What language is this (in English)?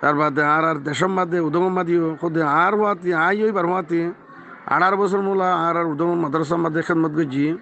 Rohingya